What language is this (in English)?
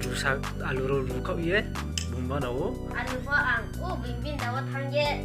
Riang (India)